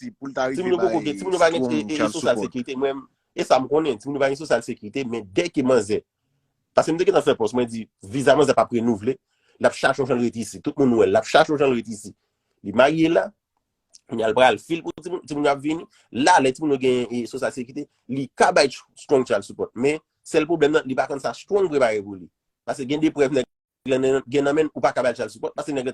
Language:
Haitian Creole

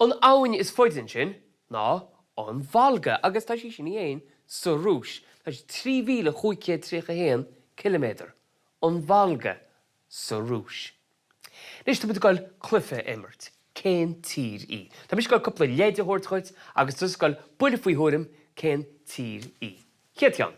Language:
Irish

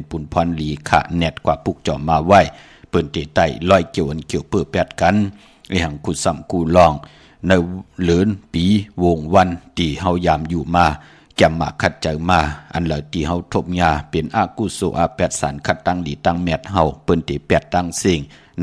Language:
Shan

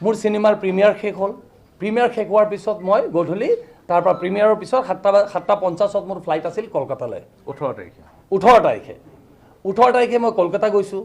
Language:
Assamese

